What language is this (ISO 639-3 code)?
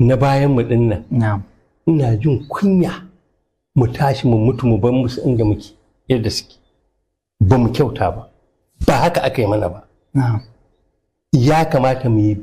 hau